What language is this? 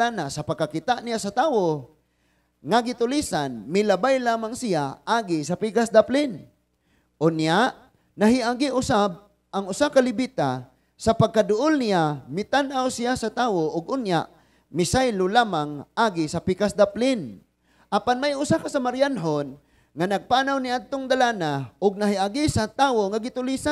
Cebuano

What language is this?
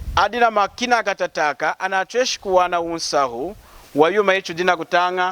Lunda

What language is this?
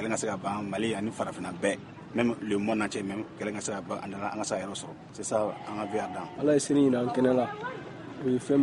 Bambara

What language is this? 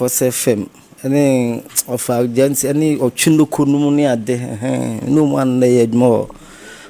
Akan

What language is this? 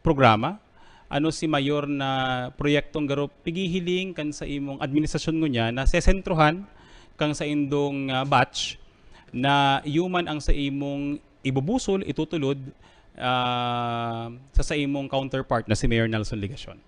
Bikol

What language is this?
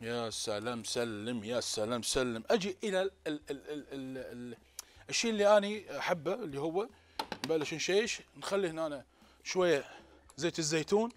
Mesopotamian Arabic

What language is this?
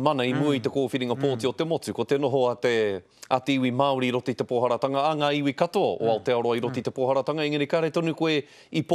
Māori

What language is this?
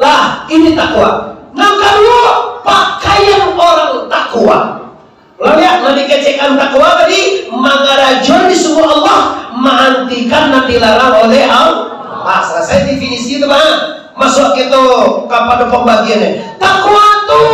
Minangkabau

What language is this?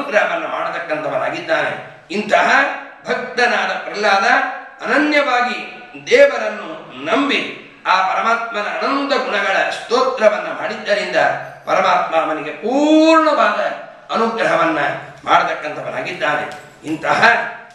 Kannada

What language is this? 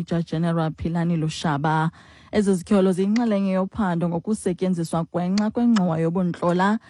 Xhosa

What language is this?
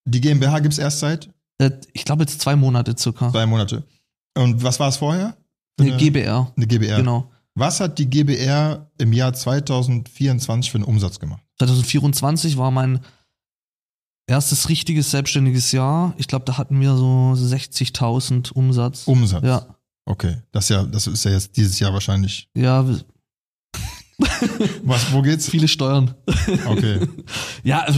German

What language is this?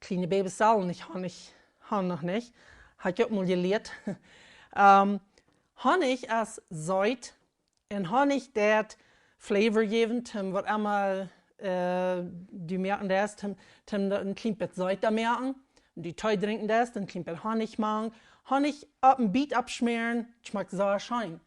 Plautdietsch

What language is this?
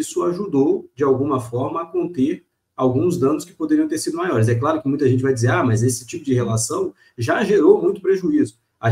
Portuguese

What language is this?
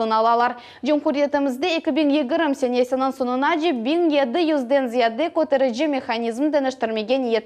Crimean Tatar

